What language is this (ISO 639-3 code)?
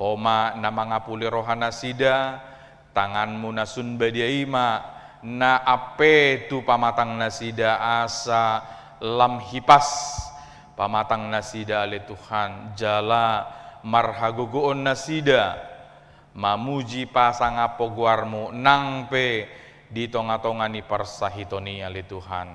bbc